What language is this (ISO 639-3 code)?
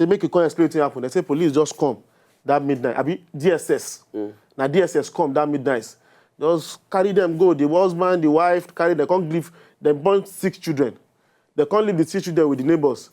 pcm